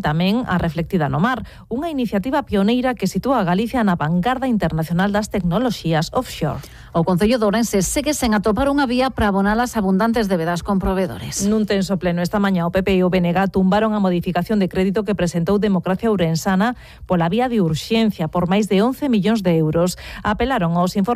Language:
Galician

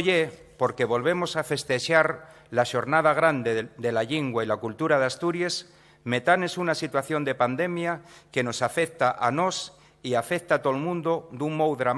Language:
Asturian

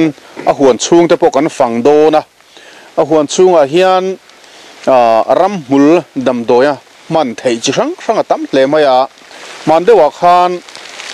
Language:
Mizo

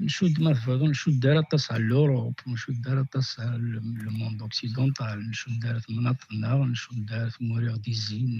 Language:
Kabyle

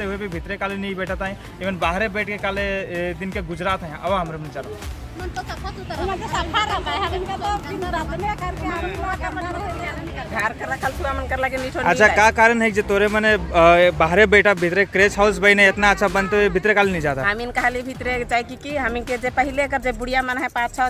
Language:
Sadri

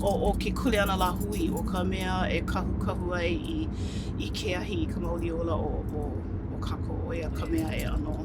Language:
Hawaiian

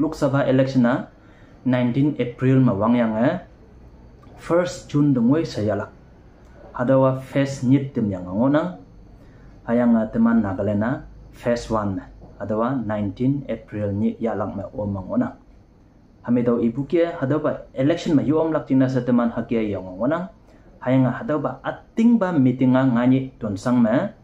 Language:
Konyak Naga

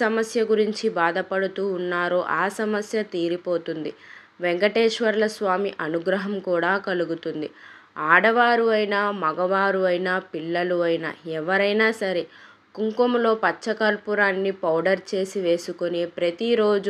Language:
Telugu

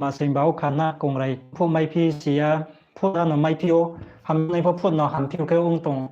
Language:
Riang (India)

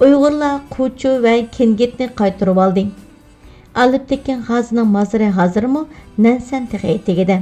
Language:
Uyghur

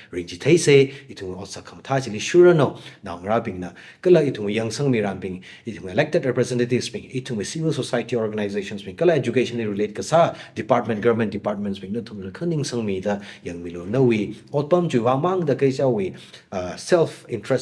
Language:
Tangkhul Naga (India)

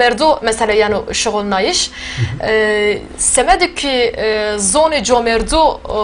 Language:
Zaza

